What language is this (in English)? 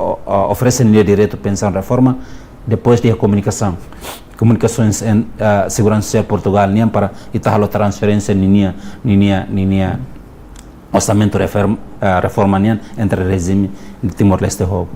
Tetum